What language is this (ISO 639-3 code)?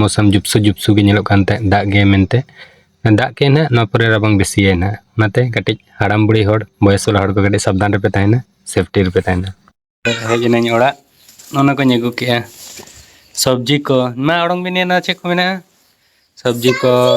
sat